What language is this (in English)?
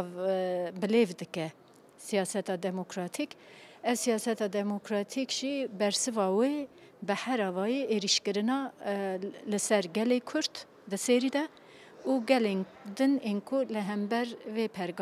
Kurdish